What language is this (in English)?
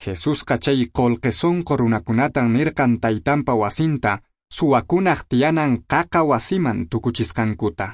Quechua